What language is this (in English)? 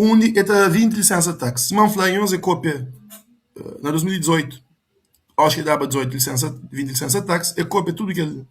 Kabuverdianu